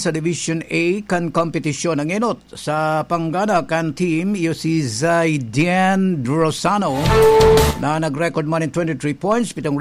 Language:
Bikol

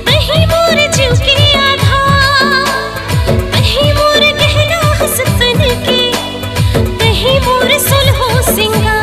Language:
Chhattisgarhi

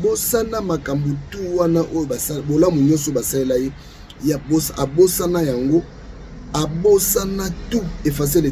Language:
Lingala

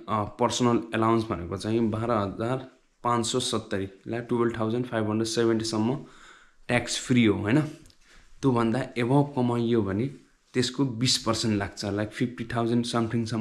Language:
Nepali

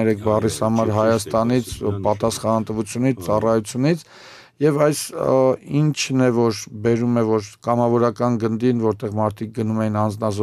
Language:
Armenian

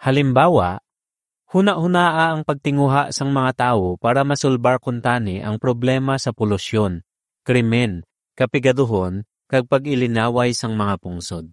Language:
Hiligaynon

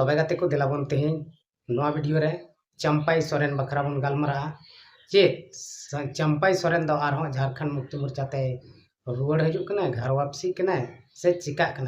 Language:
Santali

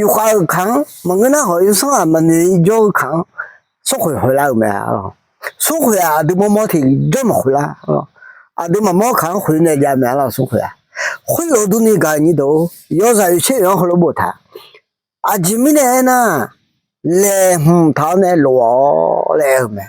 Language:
Akha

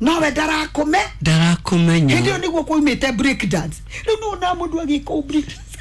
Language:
Kikuyu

